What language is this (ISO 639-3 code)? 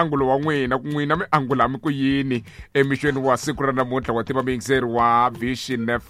tso